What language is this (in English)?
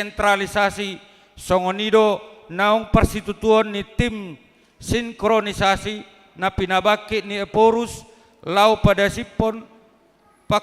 Batak Toba